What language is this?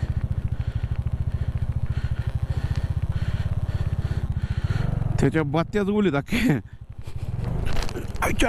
Marathi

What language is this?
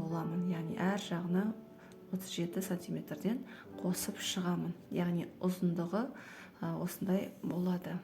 Kazakh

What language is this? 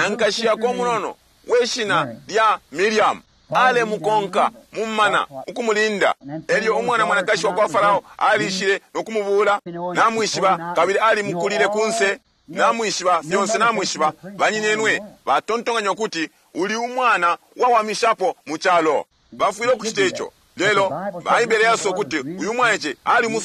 Bemba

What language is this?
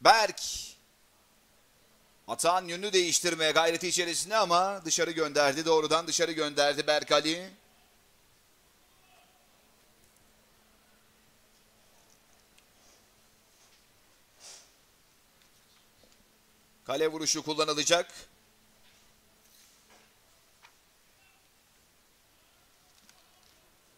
Turkish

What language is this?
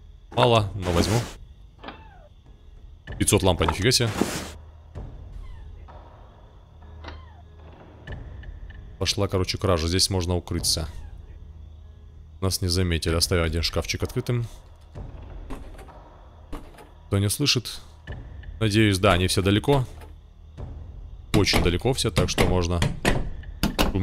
Russian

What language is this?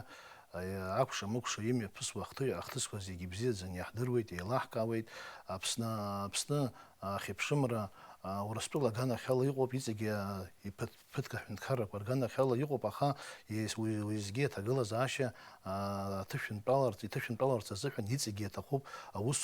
Abkhazian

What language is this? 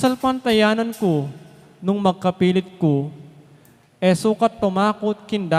Pampanga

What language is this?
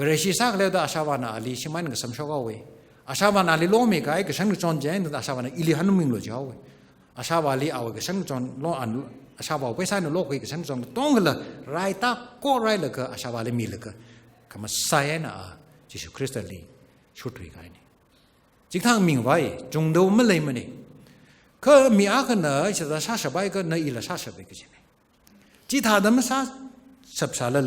Tangkhul Naga (India)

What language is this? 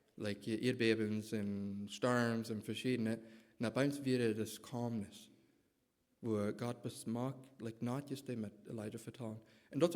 Plautdietsch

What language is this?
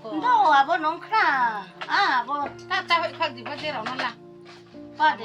Riang (India)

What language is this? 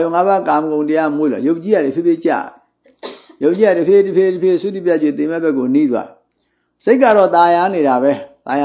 Burmese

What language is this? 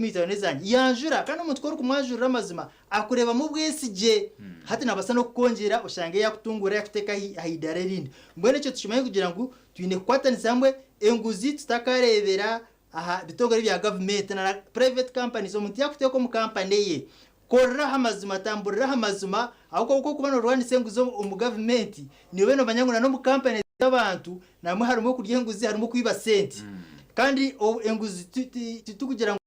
Nyankole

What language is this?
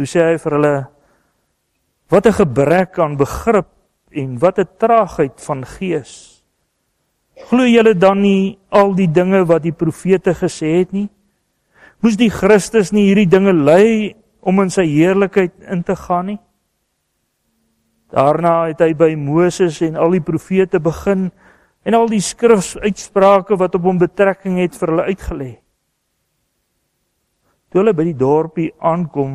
Afrikaans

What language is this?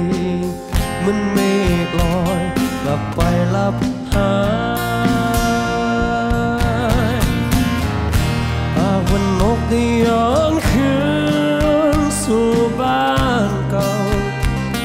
Thai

